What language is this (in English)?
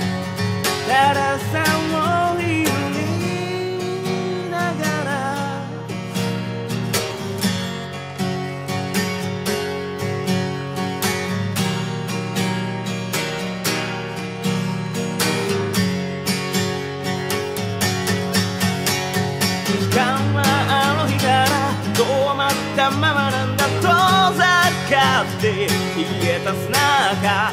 Japanese